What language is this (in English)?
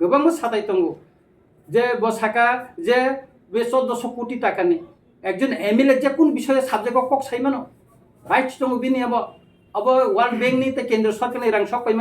Kok Borok